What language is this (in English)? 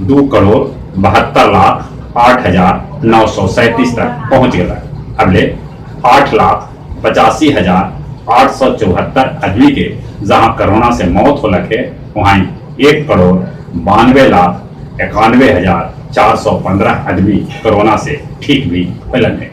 Magahi